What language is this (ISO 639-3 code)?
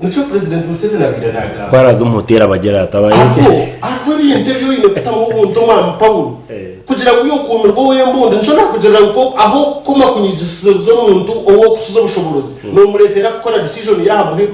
nyn